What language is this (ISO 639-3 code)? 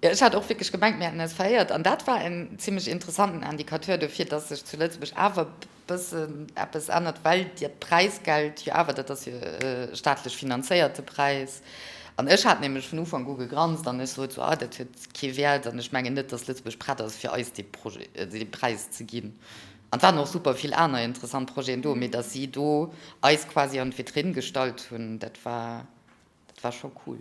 ltz